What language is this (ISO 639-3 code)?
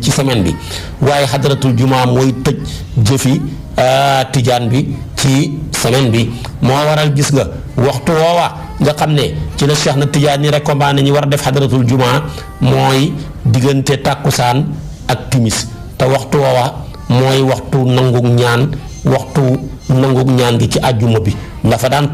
wol